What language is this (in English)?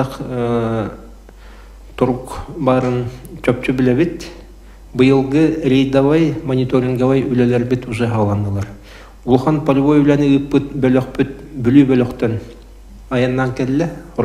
Yakut